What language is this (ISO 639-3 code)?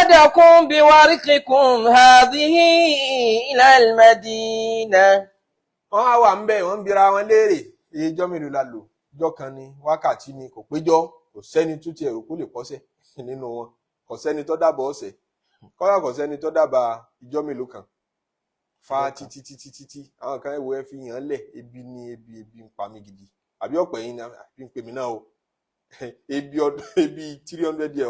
yor